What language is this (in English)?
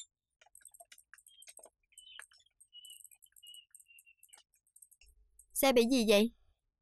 Vietnamese